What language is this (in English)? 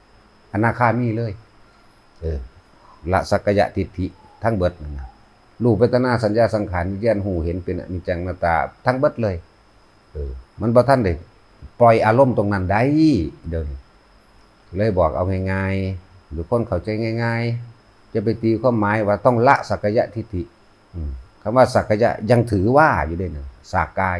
Northeastern Thai